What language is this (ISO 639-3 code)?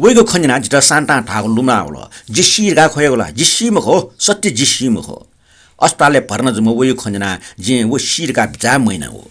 new